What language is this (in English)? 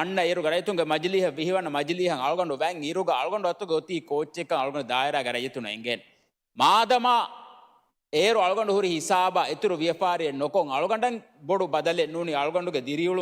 Divehi